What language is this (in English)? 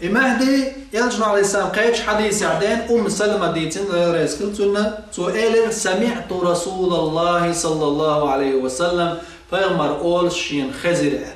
Chechen